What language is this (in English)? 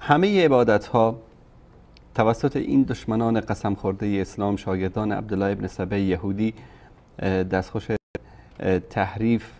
Persian